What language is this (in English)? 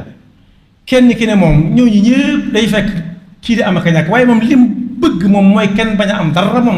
Wolof